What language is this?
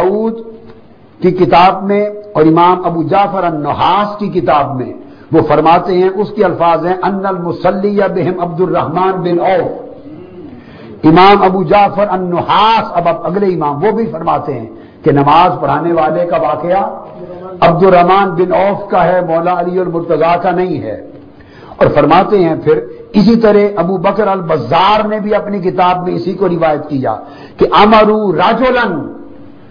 Urdu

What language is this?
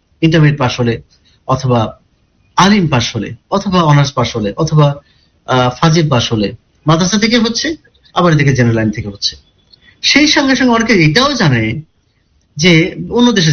Bangla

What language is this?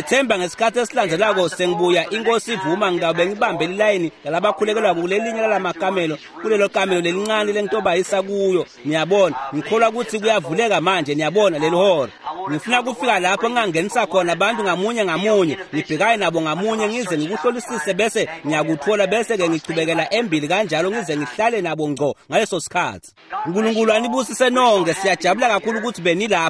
Swati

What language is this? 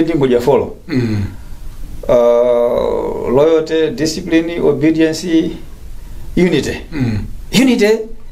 Nyanja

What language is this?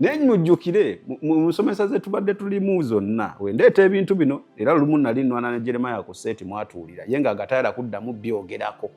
Ganda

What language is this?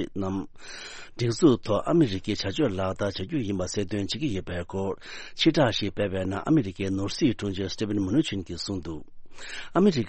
Tibetan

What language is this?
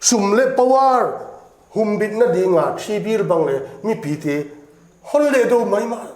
Paite Chin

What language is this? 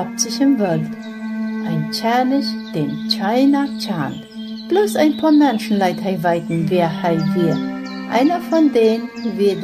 Plautdietsch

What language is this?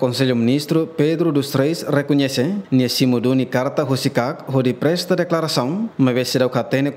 Tetum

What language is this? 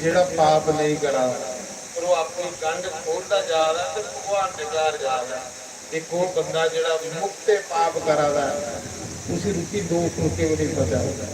Dogri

